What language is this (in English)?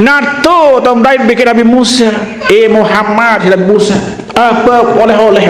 Sasak